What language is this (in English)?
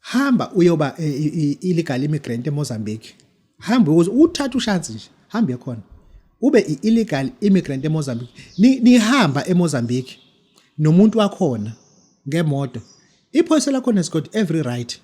Zulu